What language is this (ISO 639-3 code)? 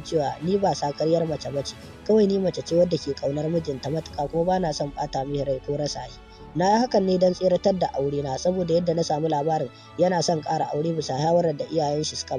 hau